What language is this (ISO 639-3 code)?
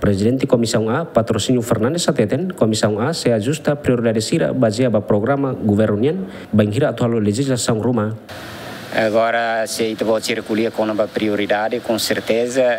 tet